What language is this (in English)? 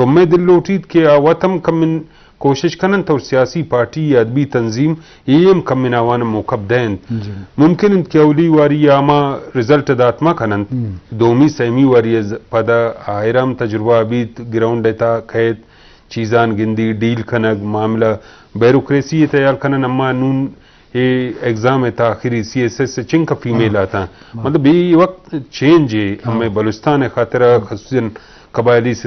Eastern Balochi